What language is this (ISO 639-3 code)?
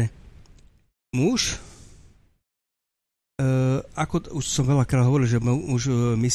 slk